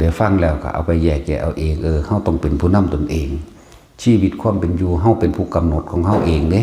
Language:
Northeastern Thai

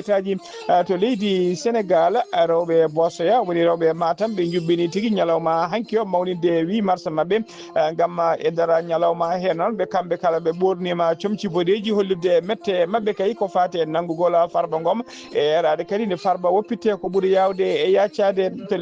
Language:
Fula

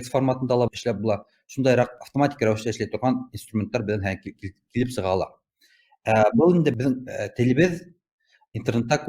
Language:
Bashkir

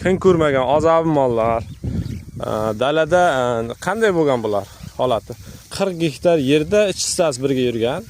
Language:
Uzbek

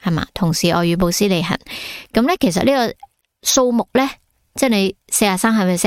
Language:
Cantonese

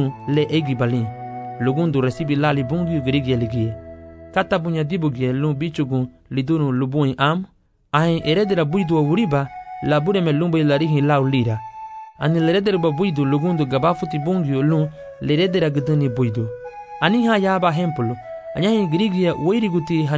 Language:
Garifuna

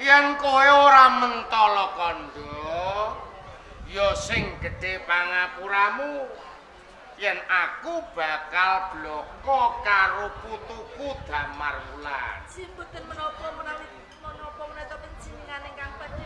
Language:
Javanese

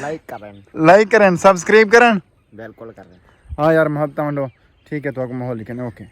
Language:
Saraiki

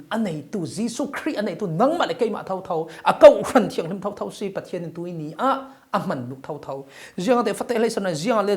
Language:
Falam Chin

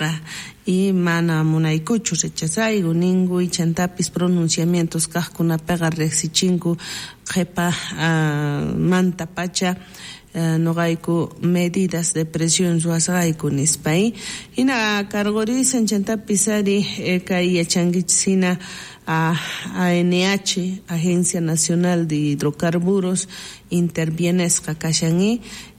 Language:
South Bolivian Quechua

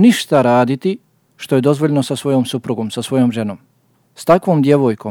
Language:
Bosnian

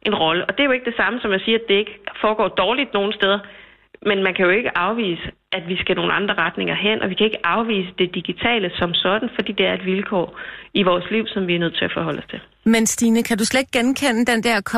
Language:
Danish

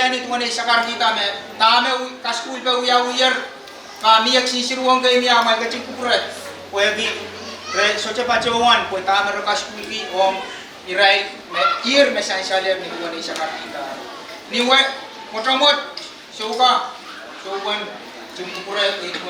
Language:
Pohnpeian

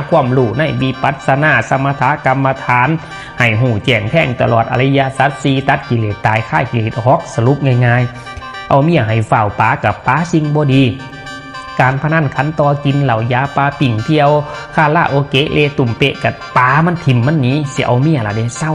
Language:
Northeastern Thai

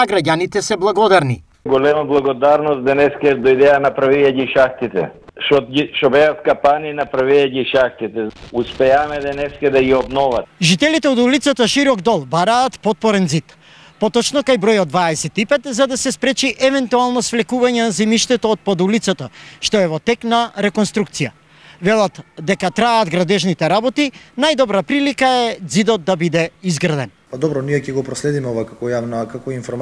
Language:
Macedonian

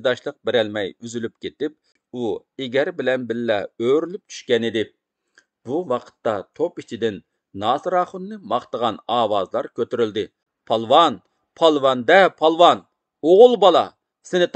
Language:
Uyghur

